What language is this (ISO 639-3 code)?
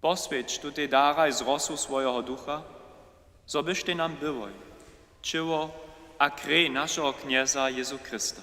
hsb